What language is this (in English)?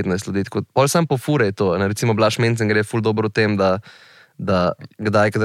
Slovenian